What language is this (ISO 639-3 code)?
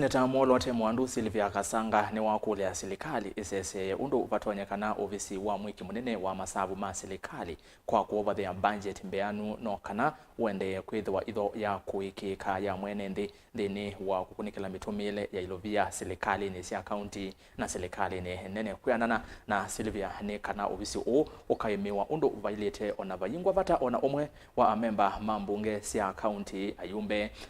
kam